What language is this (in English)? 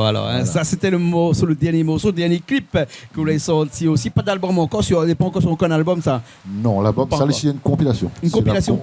Réunion Creole French